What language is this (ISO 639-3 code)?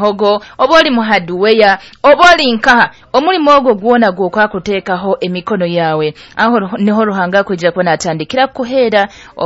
nyo